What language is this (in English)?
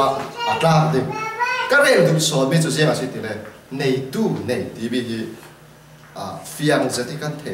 Falam Chin